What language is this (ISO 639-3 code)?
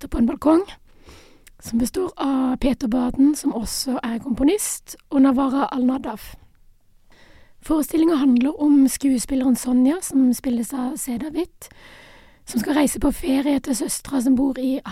nor